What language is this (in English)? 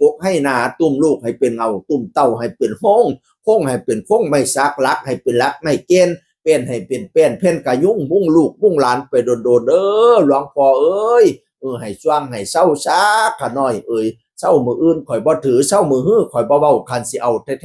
Northeastern Thai